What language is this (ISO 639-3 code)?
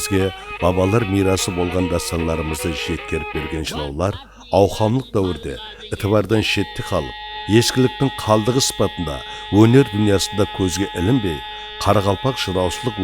kaa